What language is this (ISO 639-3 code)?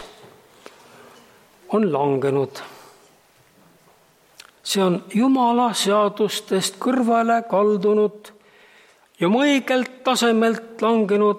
est